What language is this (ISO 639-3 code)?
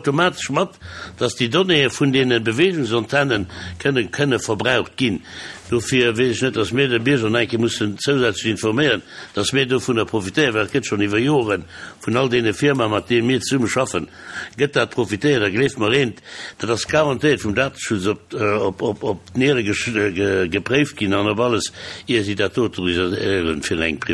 ltz